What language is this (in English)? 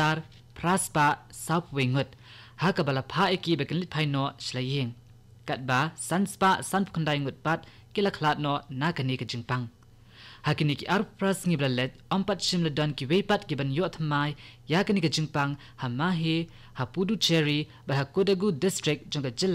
Khasi